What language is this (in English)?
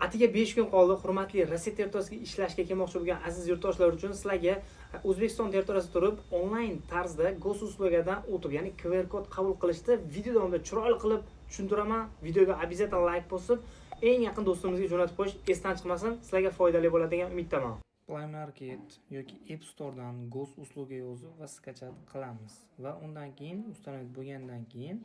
Uzbek